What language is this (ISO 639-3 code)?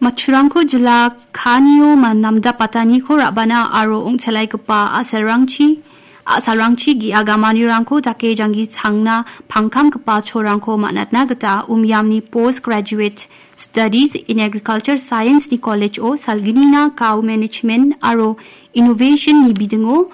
grt